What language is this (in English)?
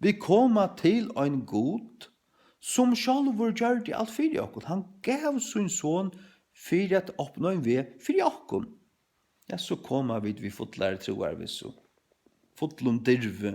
Faroese